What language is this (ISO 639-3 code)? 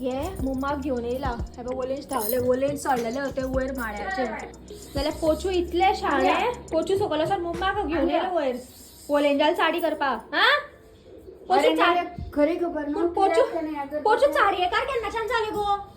kok